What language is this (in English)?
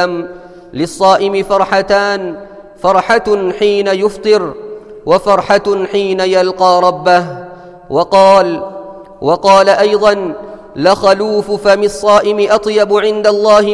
Arabic